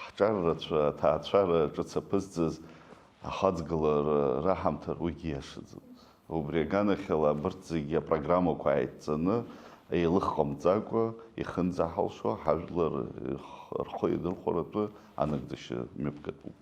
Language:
Abkhazian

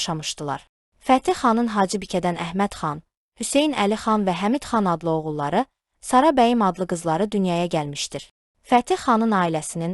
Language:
Azerbaijani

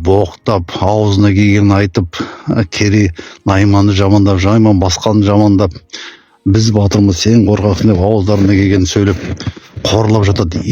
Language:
Kazakh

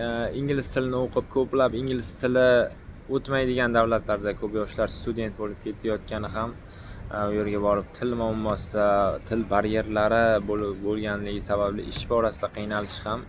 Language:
Uzbek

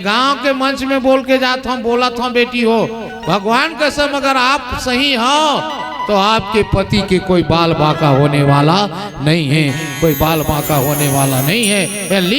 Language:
Chhattisgarhi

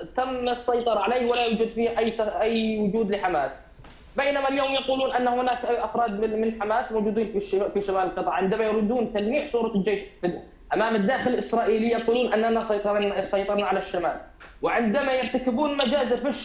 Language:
Arabic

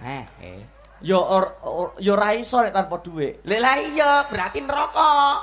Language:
Javanese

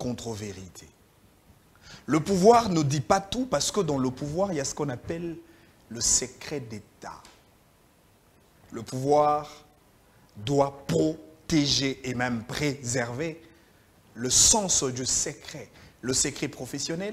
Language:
French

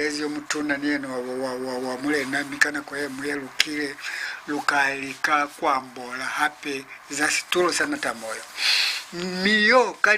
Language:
Lozi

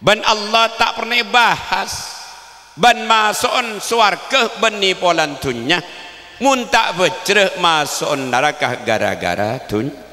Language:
Madurese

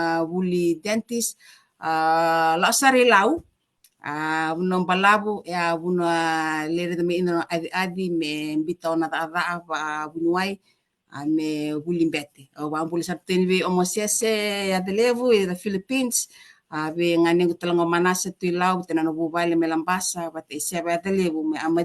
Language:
Fijian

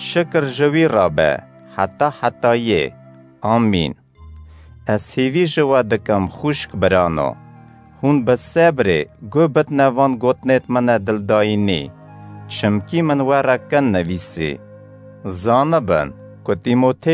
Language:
Kurdish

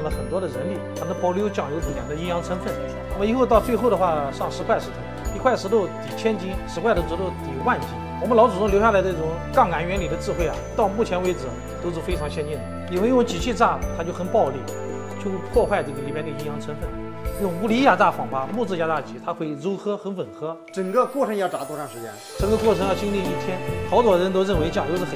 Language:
Chinese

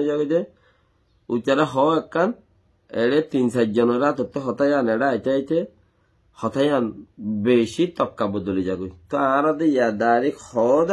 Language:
Rohingya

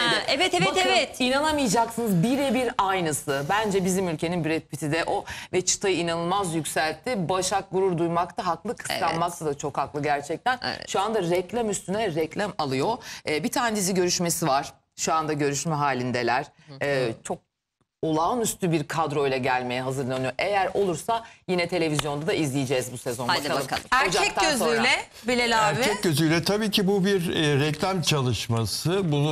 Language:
Turkish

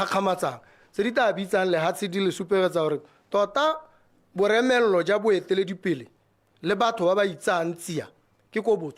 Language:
Tswana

